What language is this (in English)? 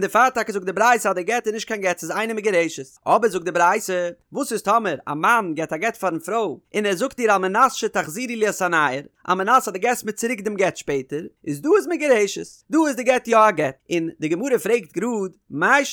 Yiddish